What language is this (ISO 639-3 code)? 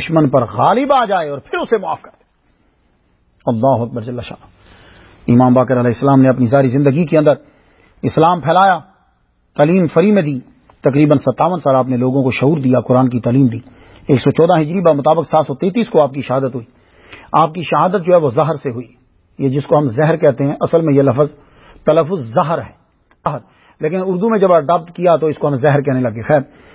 urd